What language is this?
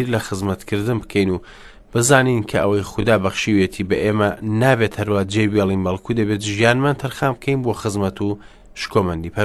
Central Kurdish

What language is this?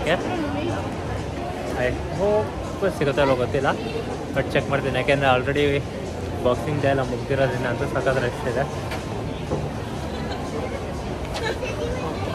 Kannada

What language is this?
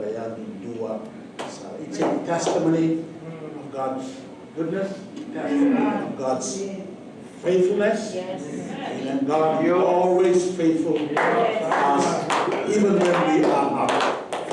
Fijian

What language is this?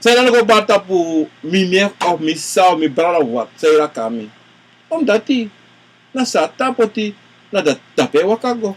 Sranan Tongo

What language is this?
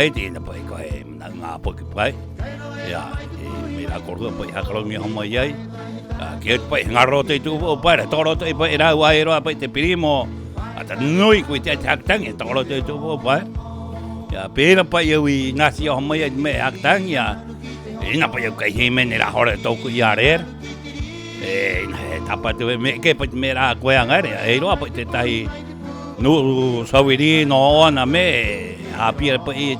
Rapanui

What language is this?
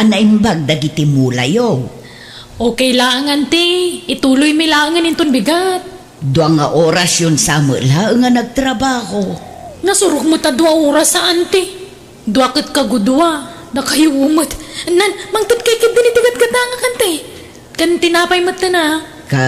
Iloko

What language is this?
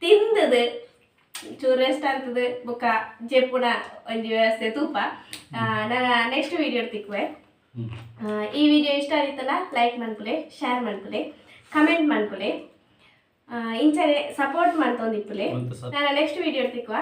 Tulu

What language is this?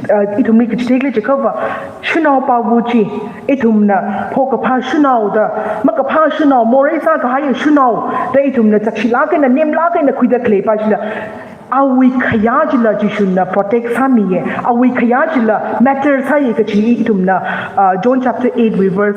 Tangkhul Naga (India)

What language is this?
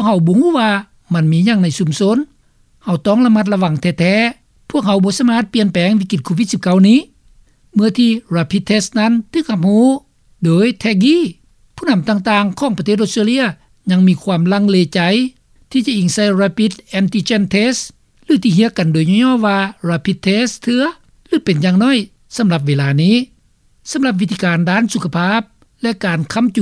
Lao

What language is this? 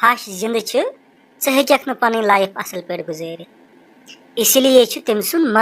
Kashmiri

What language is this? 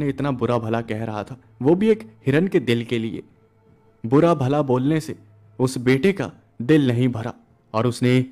Hindi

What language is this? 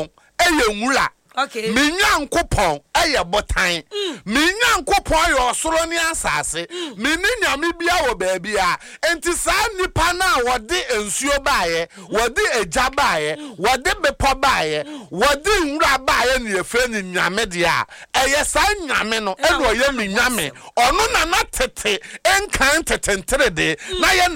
Akan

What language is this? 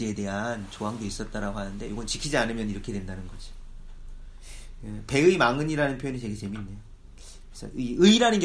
Korean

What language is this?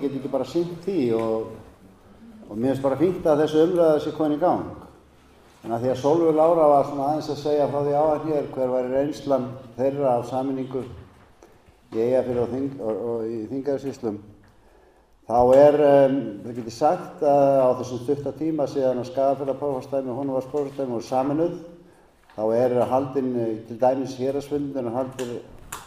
Icelandic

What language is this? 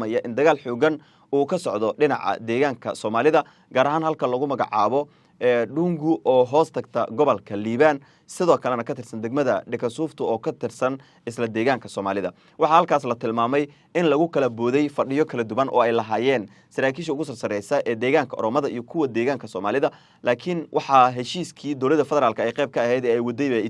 Somali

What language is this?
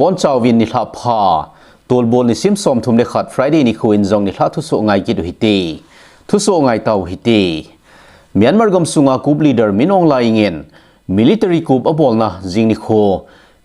Thado Chin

